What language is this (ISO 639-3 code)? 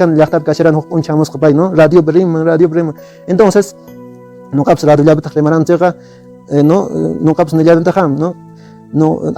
que